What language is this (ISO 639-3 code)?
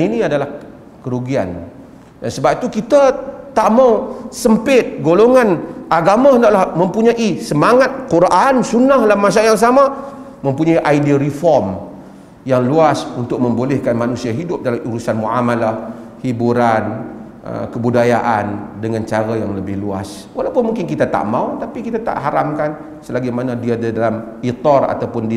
msa